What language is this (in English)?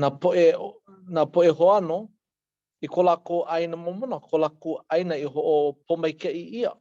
Hawaiian